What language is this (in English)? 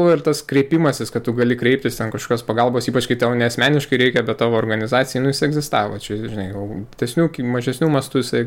Lithuanian